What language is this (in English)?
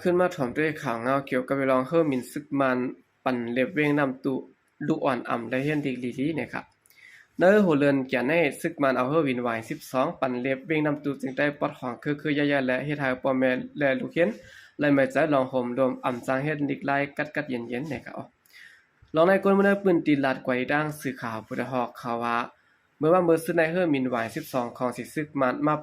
Shan